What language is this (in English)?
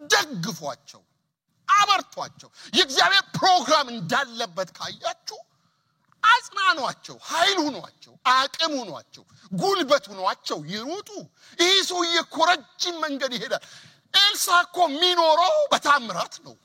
Amharic